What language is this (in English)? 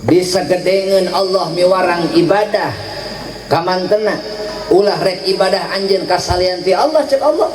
Sundanese